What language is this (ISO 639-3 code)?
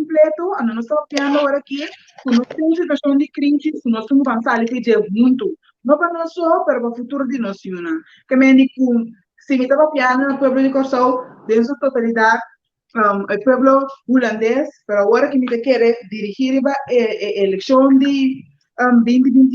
pap